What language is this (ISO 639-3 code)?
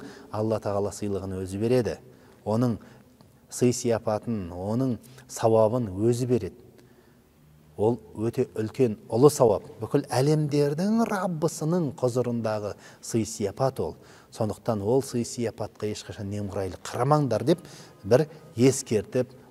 kaz